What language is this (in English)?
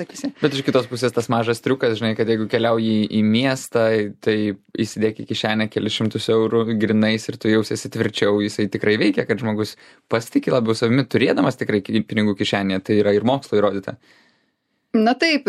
Lithuanian